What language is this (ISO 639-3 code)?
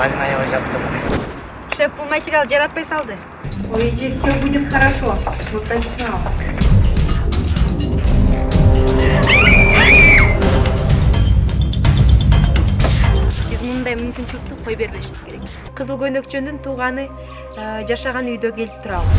kir